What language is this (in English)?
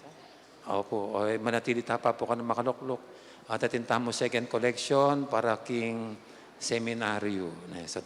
Pampanga